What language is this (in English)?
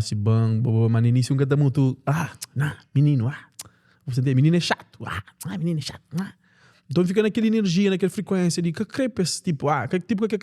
Kabuverdianu